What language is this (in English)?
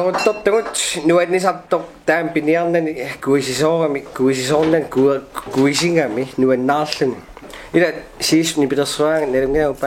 Kalaallisut